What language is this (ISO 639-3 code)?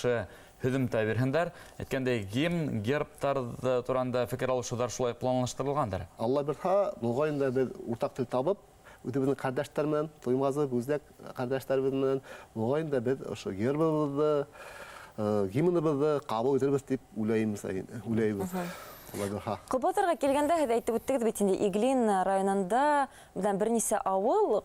bak